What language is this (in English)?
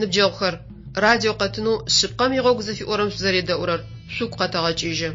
Adyghe